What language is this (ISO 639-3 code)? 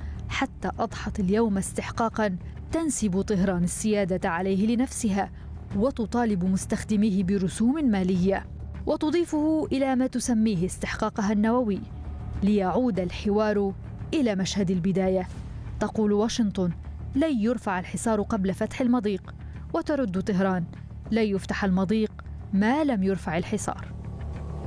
ara